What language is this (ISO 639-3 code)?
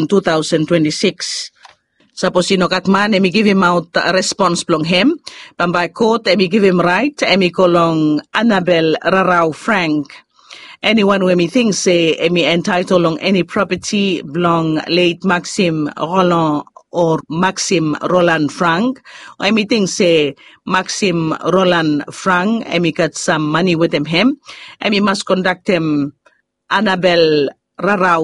bis